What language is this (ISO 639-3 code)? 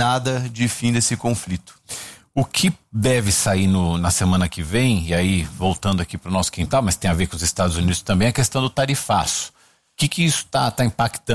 por